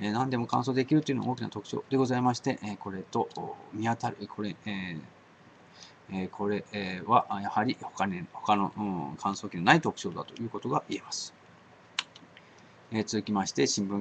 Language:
Japanese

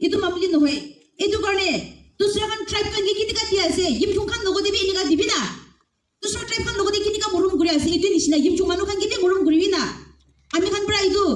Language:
Naga Pidgin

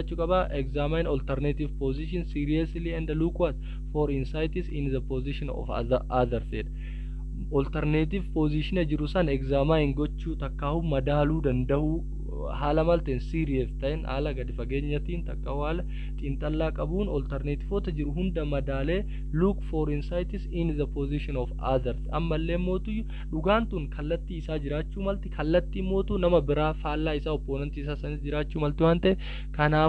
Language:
Oromo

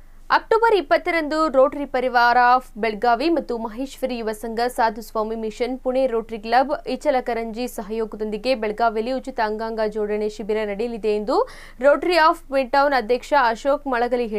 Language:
Kannada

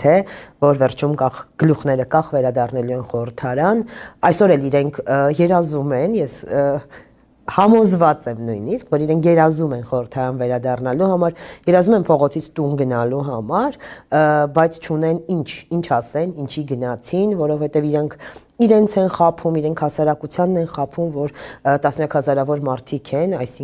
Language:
Armenian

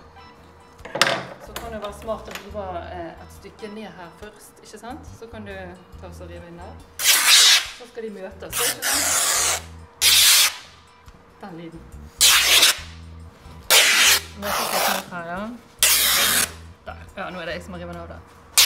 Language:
Norwegian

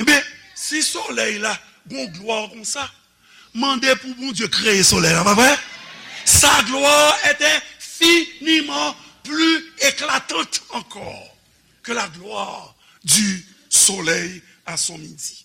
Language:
Haitian Creole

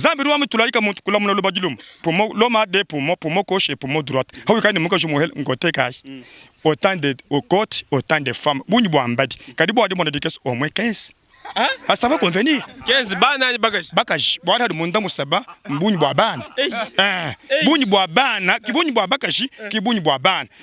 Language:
Luba-Lulua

